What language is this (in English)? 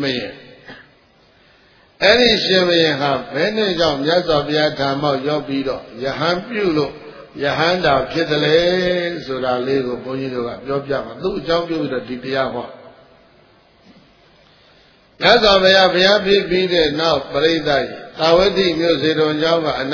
Burmese